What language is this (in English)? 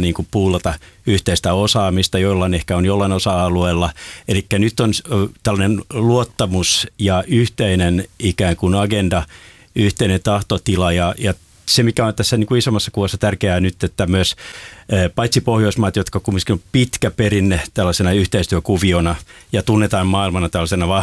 Finnish